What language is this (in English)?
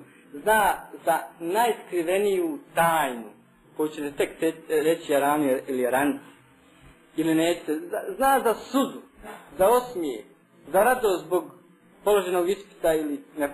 Bosnian